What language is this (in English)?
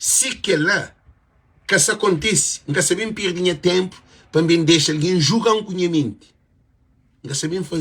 Kabuverdianu